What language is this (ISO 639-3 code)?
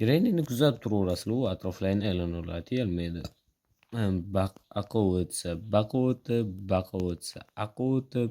uzb